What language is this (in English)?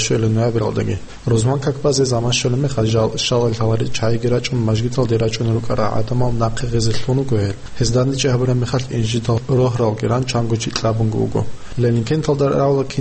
Avaric